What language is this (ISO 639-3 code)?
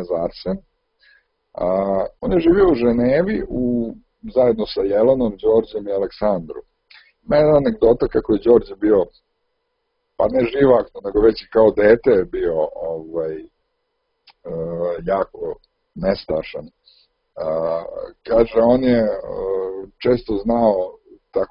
srp